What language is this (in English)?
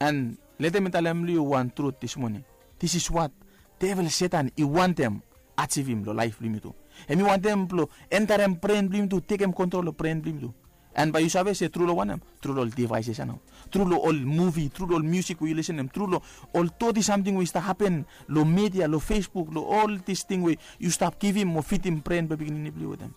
Bislama